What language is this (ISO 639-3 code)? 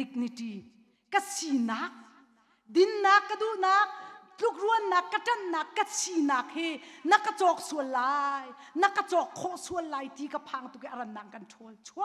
cnh